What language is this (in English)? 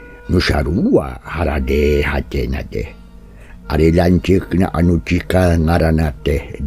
Sundanese